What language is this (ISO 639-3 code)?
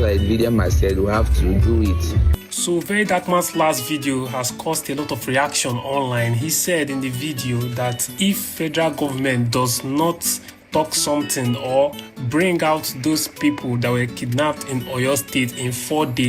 pcm